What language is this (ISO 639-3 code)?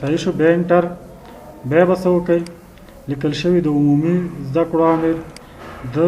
pus